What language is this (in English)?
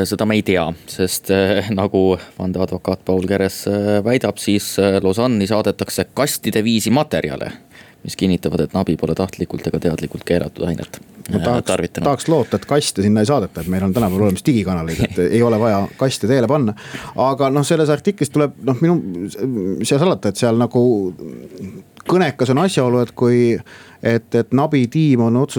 Estonian